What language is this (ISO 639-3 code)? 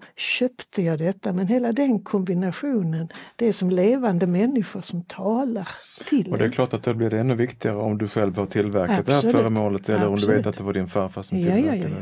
swe